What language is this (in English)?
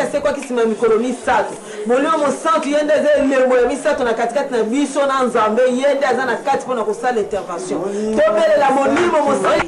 Lingala